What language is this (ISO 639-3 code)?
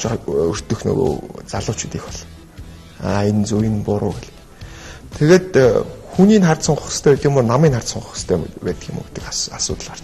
mon